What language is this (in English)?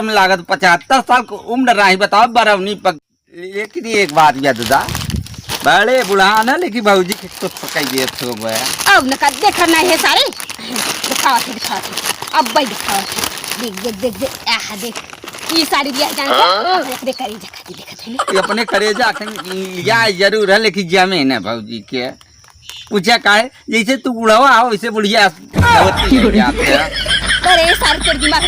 Awadhi